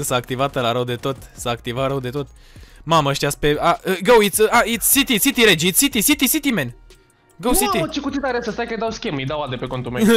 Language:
Romanian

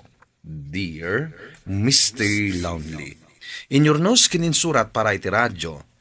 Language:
Iloko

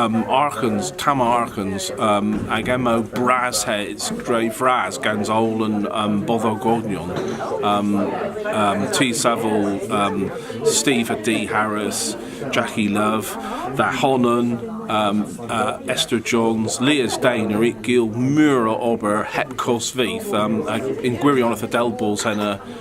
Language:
Cornish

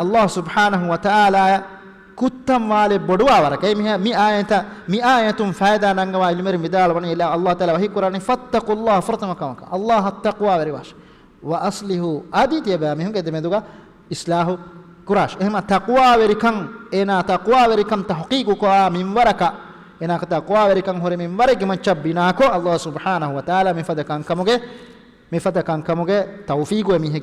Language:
Divehi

